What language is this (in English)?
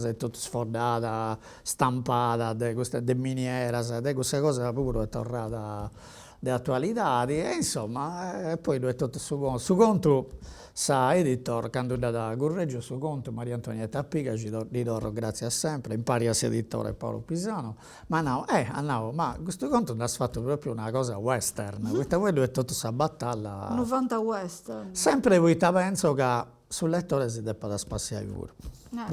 Sardinian